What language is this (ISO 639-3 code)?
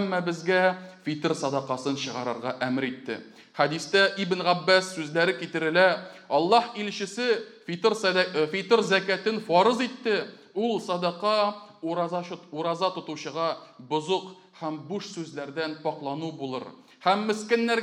tat